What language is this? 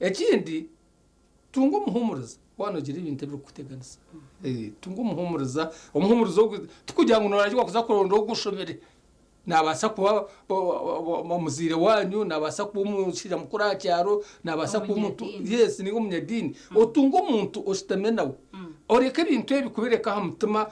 Nyankole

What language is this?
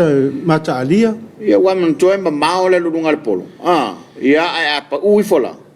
Samoan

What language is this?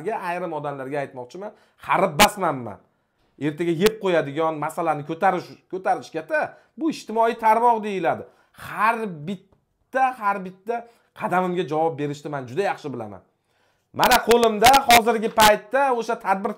Uzbek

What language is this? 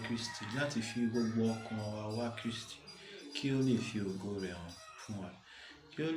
Yoruba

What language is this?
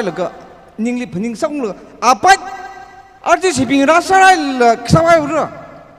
Tangkhul Naga (India)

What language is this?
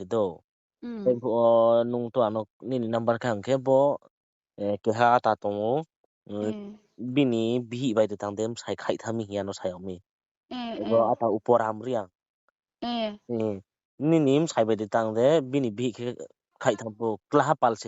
Riang (India)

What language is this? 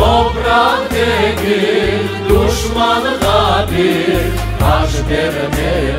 Crimean Tatar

